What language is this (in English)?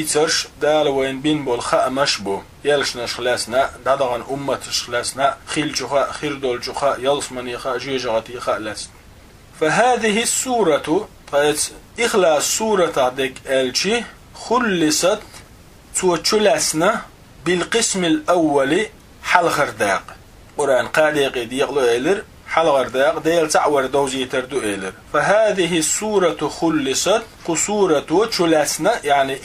Chechen